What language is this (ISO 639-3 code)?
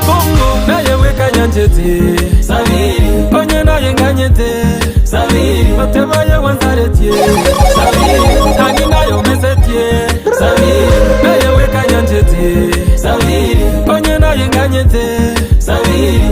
guz